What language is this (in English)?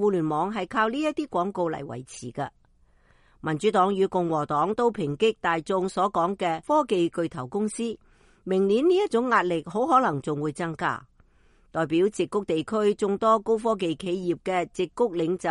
Cantonese